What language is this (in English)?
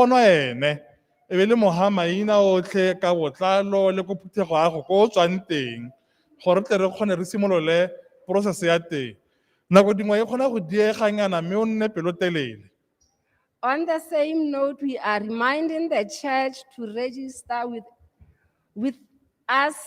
Tswana